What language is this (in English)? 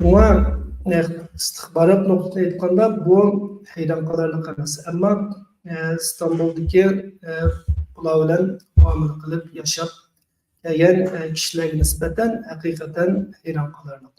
Uyghur